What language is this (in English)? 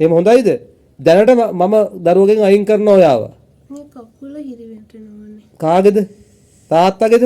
Sinhala